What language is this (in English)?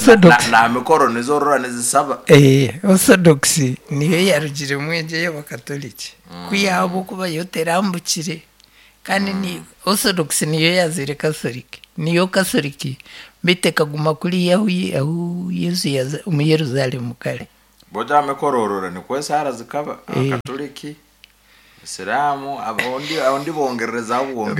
Nyankole